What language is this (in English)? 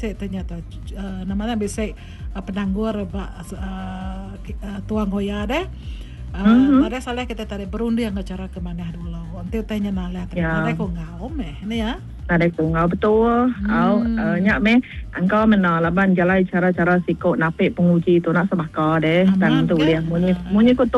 Iban